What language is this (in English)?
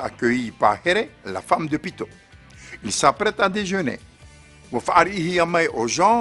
Tahitian